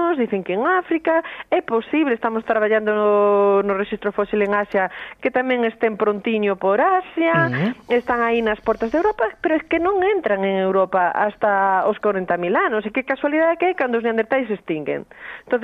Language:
Galician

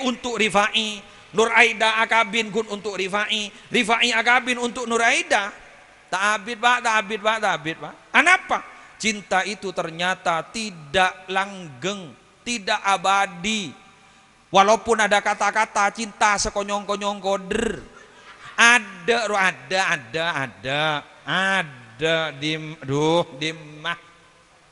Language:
Madurese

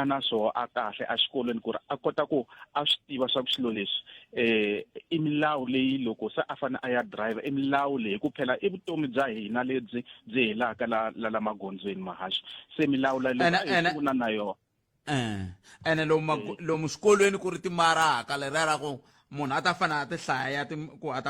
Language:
Tsonga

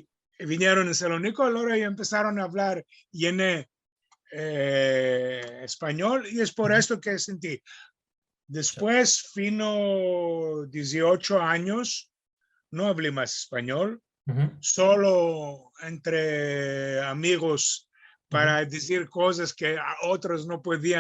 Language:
Ladino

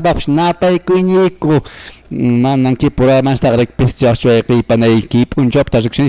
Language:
Quechua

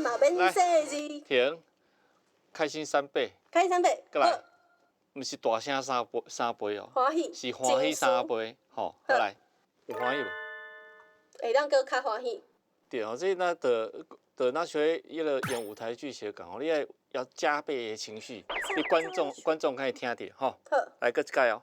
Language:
Min Nan Chinese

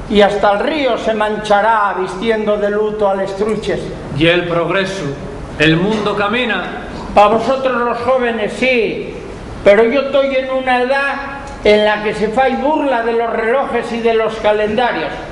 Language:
Asturian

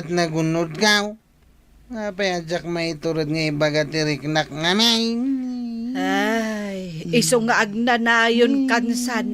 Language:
Iloko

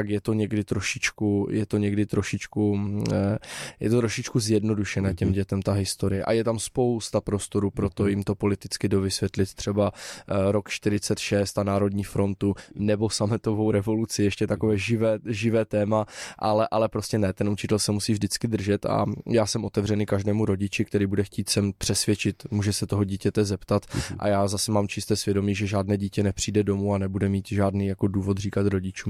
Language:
Czech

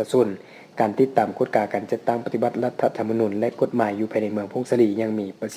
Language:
Lao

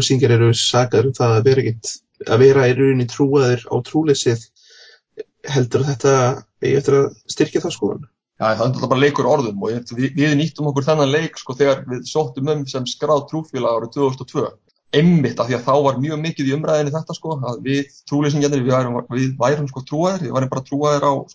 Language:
Icelandic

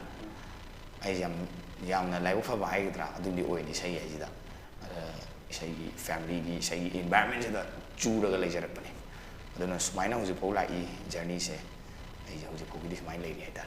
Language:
Manipuri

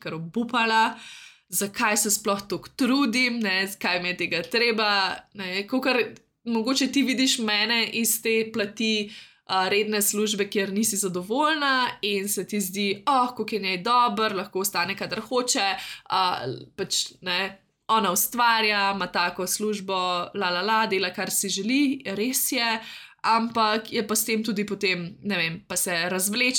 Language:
Slovenian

